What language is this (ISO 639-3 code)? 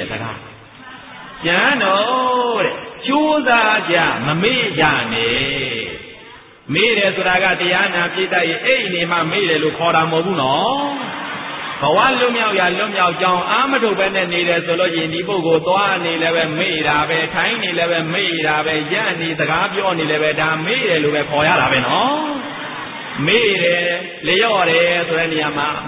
mya